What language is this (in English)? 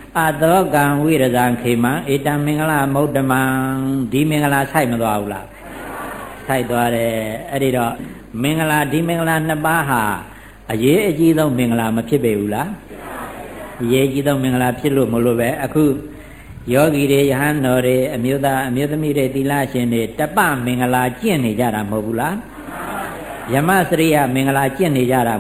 Burmese